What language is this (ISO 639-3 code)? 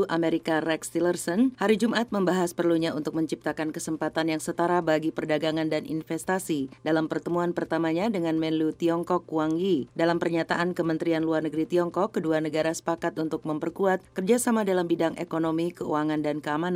ind